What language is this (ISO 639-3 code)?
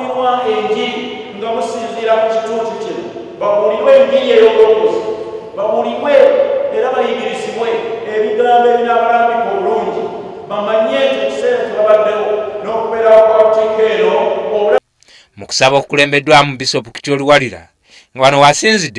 lug